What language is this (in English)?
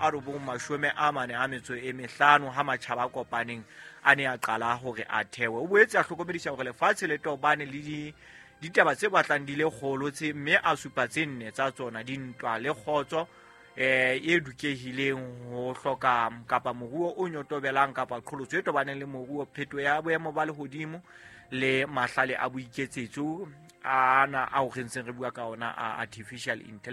Southern Sotho